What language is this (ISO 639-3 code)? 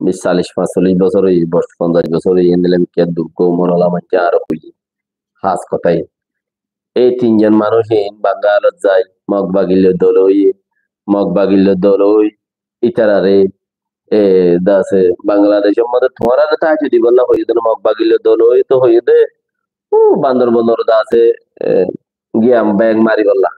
rhg